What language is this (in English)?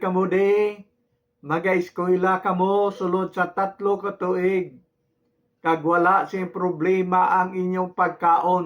Hiligaynon